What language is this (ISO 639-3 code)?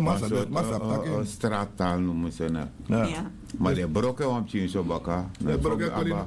srn